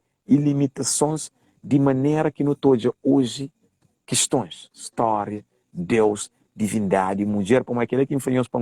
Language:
Kabuverdianu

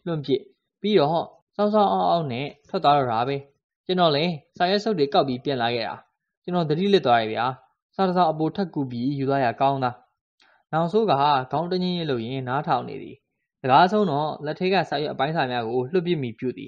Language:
Burmese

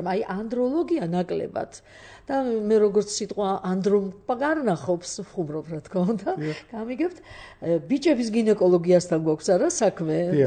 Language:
Georgian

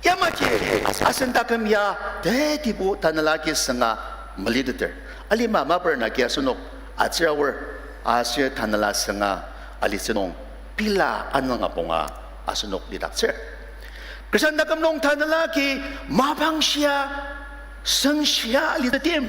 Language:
Ao Naga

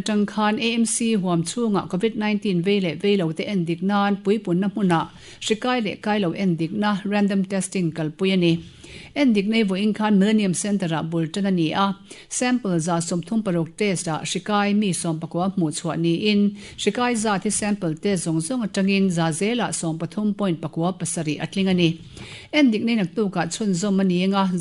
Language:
Mizo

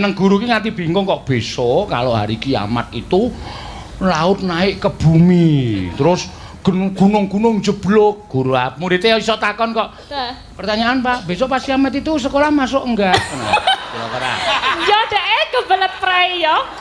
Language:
Javanese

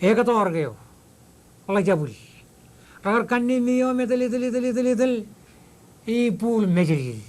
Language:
Marshallese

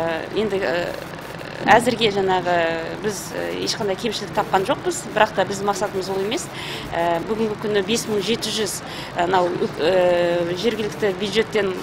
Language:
Kazakh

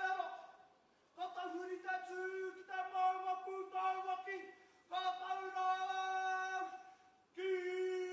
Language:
Māori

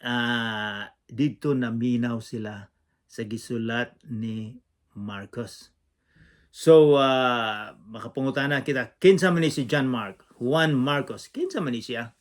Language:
Cebuano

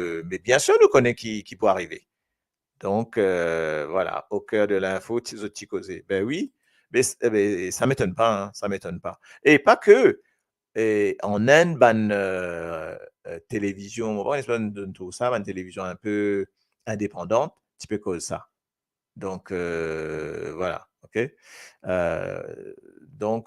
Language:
Morisyen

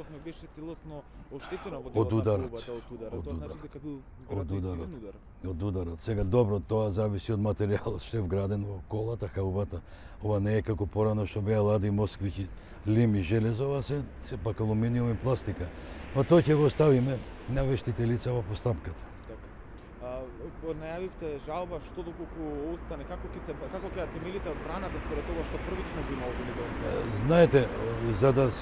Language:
Macedonian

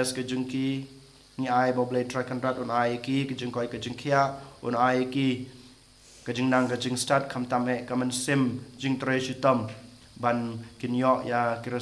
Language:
Khasi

